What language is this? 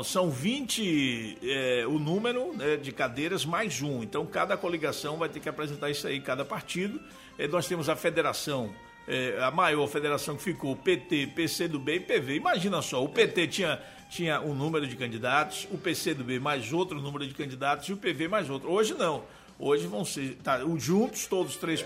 Portuguese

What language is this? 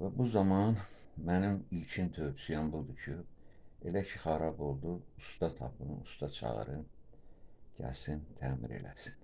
Azerbaijani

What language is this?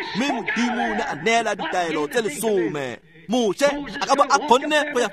Tswana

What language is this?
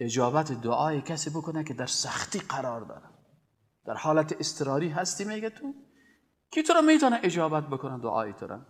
Persian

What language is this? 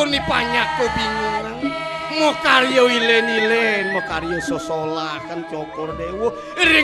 Balinese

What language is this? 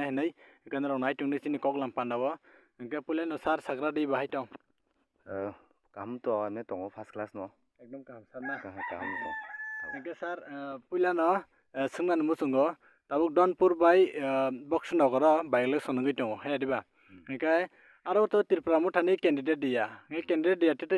Kok Borok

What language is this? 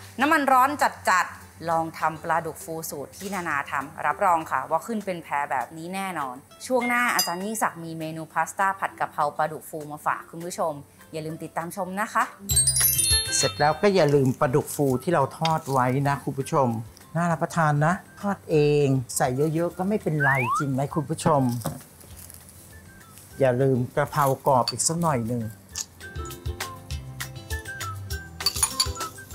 Thai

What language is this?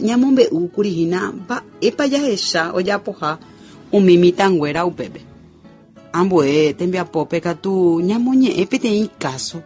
Guarani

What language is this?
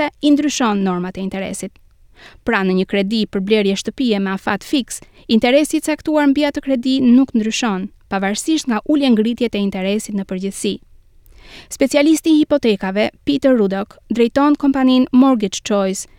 Albanian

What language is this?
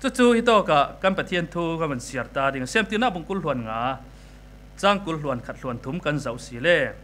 Falam Chin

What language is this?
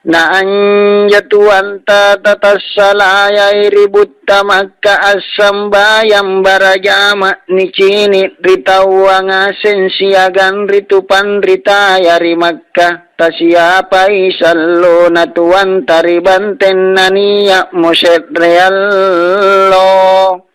Makasar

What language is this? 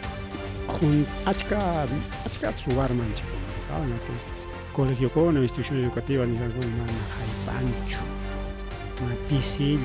Ayacucho Quechua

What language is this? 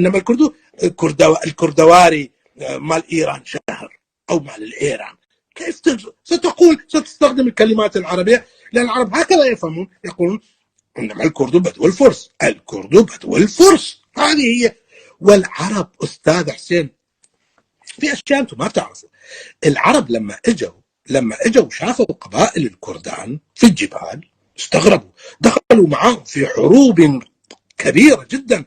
North Levantine Arabic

